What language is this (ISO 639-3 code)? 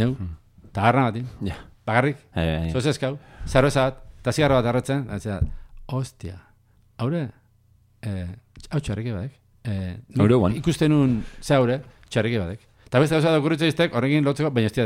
eus